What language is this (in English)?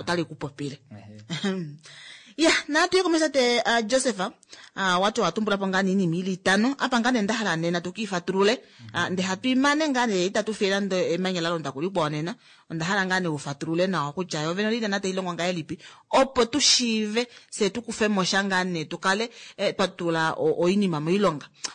Kuanyama